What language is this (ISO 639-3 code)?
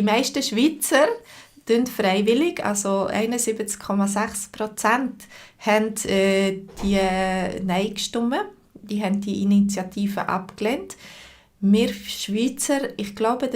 gsw